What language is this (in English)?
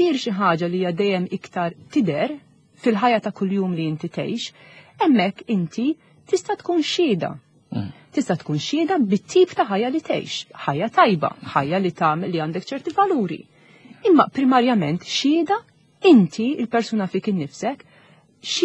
Maltese